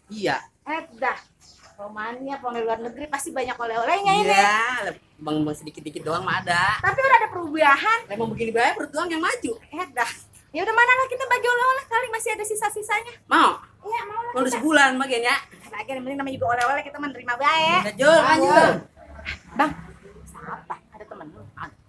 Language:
Betawi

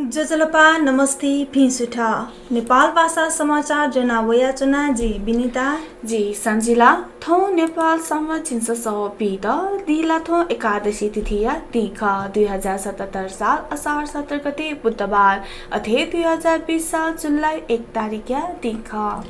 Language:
Newari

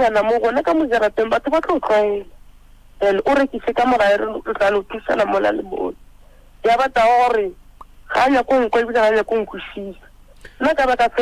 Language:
Northern Sotho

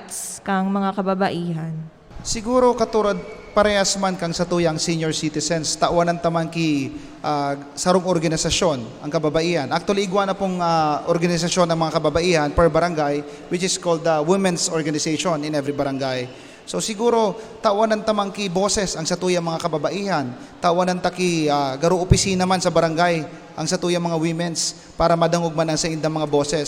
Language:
Bikol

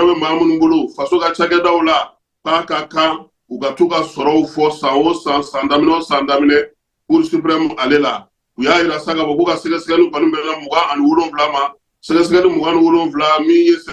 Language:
Bambara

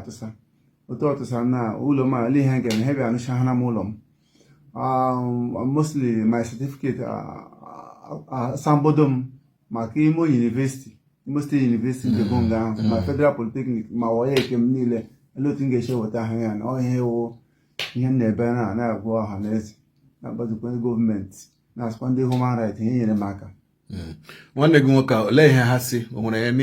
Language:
Igbo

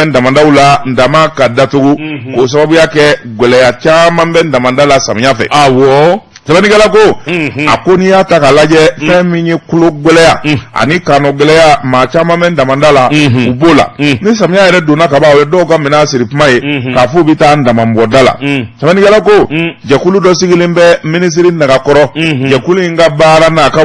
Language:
Bambara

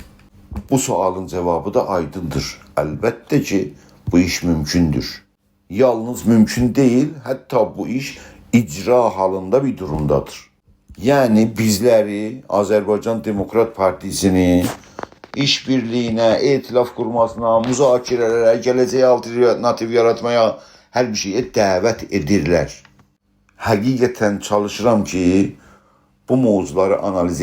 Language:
South Azerbaijani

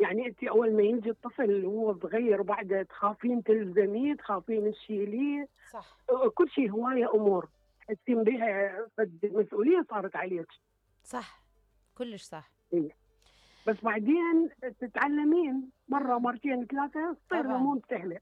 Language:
Mesopotamian Arabic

